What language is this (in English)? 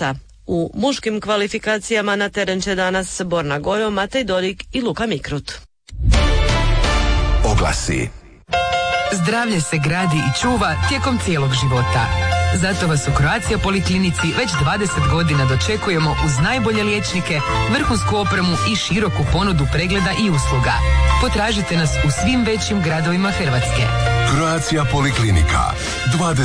Croatian